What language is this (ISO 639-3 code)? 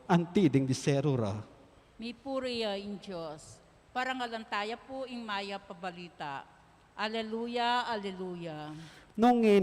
pam